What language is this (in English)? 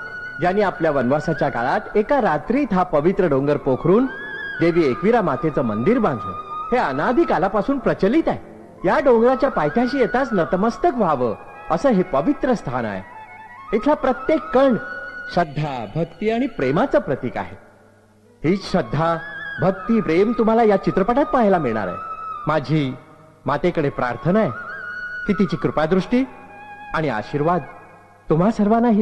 Marathi